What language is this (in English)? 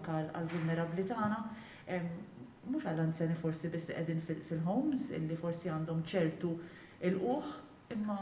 Maltese